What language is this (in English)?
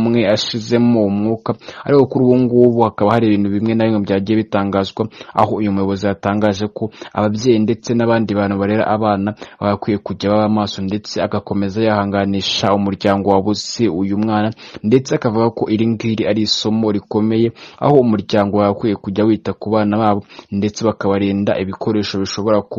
Kinyarwanda